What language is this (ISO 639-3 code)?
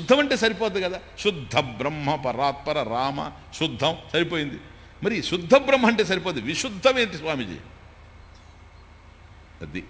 tel